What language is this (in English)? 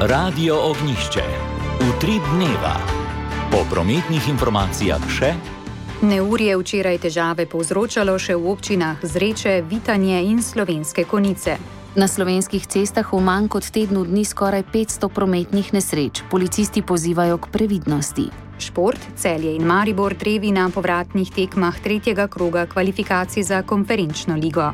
Slovenian